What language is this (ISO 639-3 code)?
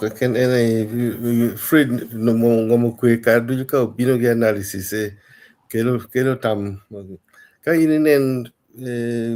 ach